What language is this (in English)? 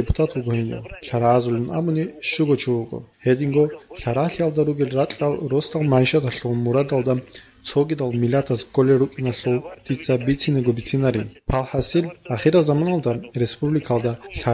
Avaric